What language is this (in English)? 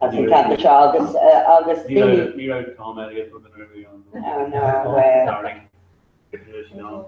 Irish